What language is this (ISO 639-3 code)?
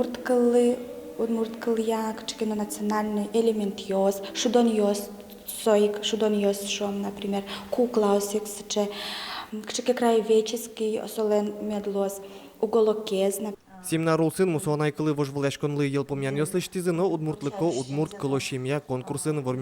udm